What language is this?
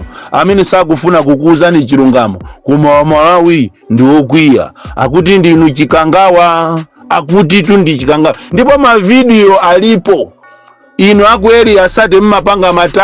Nyanja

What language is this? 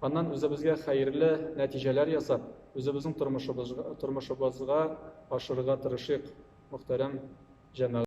Tatar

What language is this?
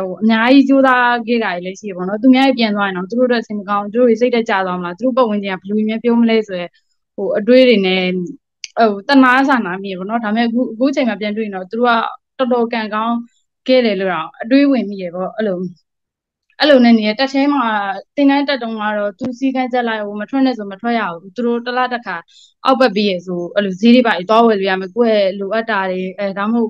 Burmese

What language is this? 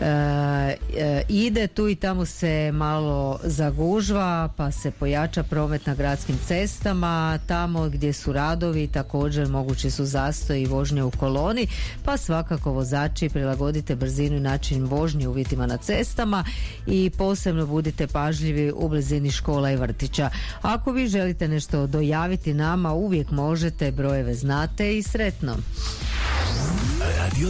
Croatian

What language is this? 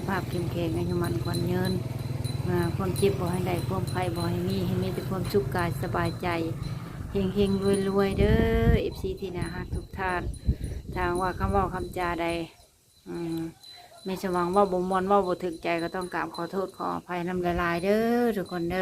Lao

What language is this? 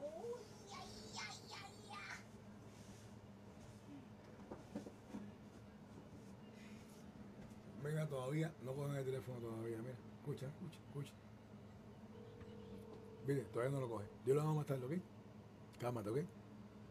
Spanish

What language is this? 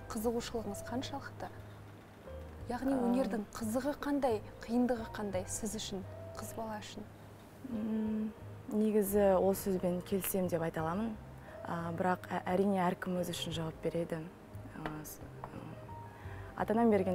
Kazakh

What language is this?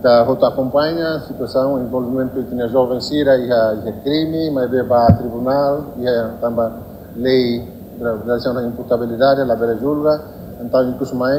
Tetum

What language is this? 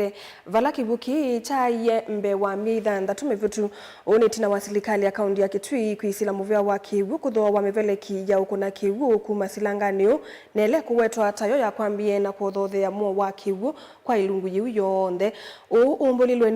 Kamba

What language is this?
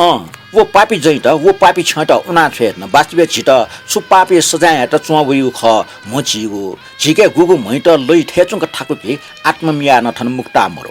Newari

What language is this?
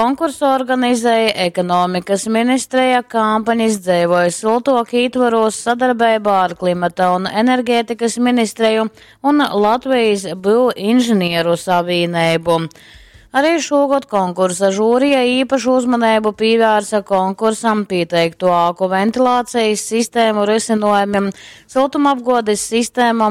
Latgalian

